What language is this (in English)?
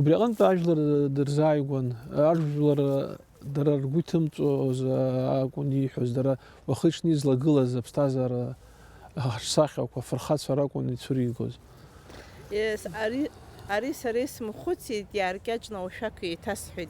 Abkhazian